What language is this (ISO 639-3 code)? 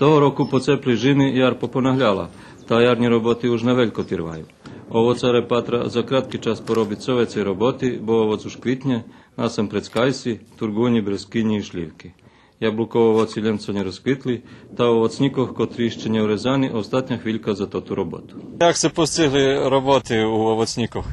rue